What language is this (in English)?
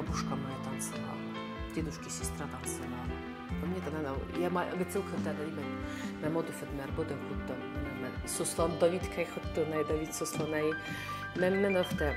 Ossetic